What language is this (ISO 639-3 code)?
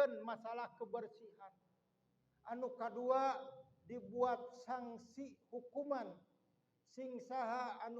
sun